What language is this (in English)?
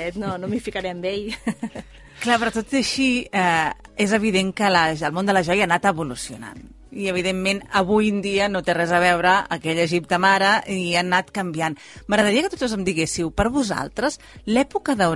Catalan